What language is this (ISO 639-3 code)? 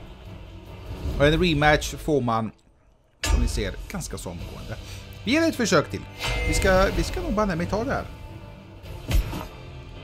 swe